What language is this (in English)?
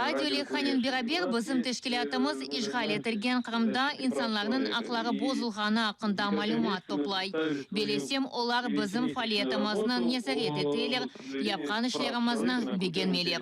Crimean Tatar